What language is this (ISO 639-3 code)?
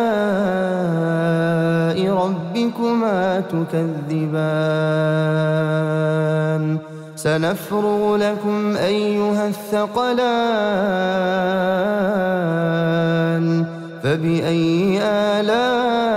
ara